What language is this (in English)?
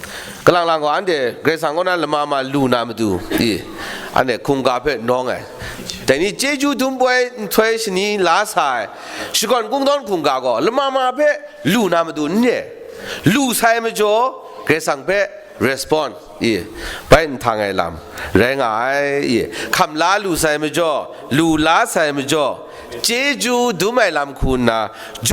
Kachin